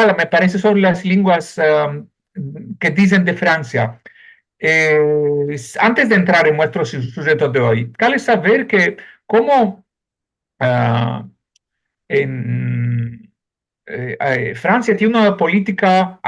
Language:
Ladino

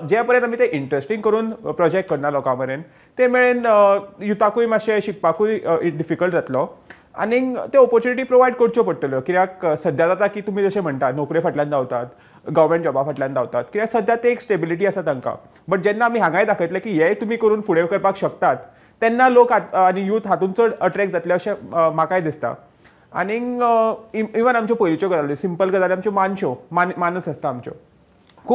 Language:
Konkani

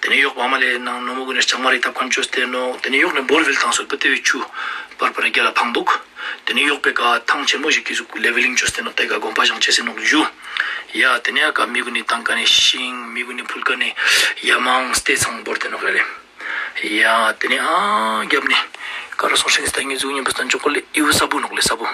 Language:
Ladakhi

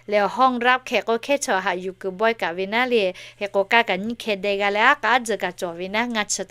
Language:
Lahu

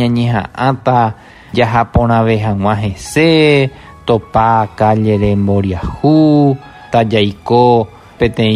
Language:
Guarani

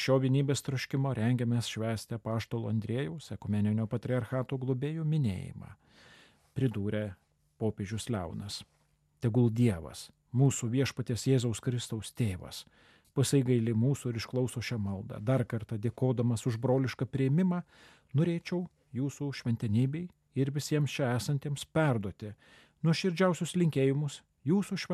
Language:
Lithuanian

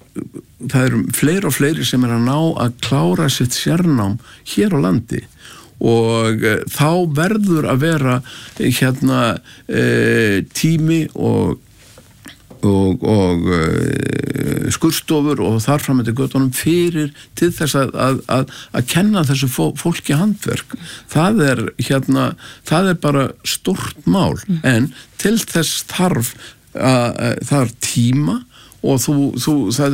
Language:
Icelandic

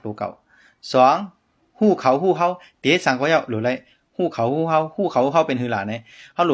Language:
Shan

